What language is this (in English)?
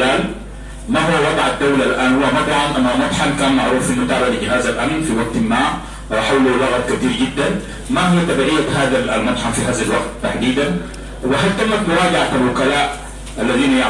Sudanese Arabic